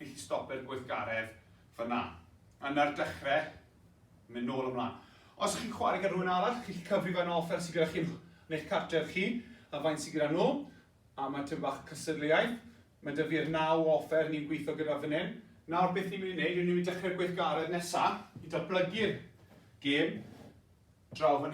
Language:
Welsh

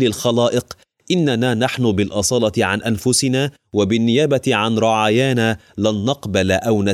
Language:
Arabic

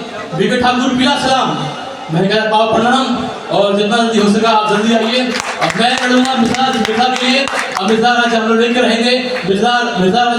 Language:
Maithili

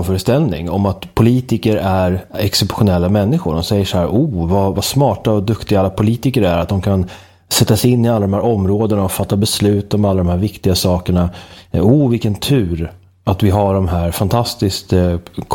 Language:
Swedish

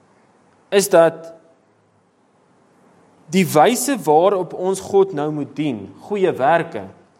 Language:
Afrikaans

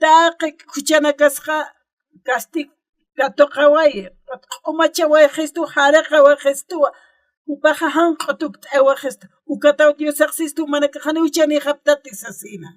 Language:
Aymara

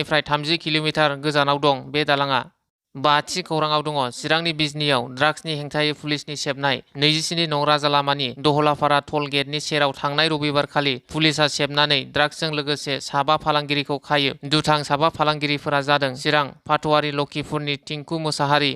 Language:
Bodo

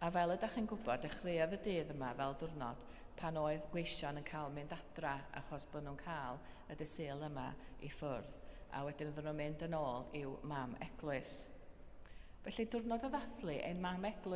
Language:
Welsh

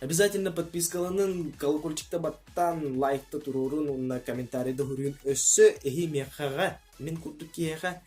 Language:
Yakut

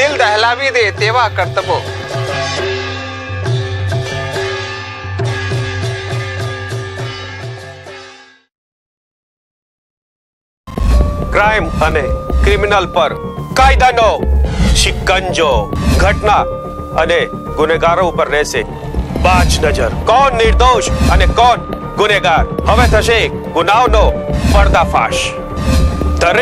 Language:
Gujarati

